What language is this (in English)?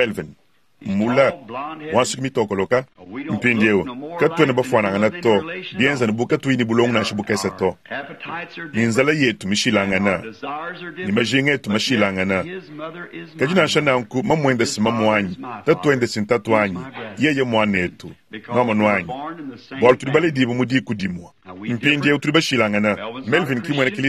Luba-Lulua